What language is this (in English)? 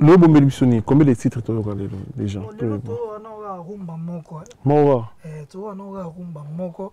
Lingala